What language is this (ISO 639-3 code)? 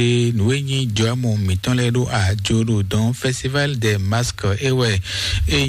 fon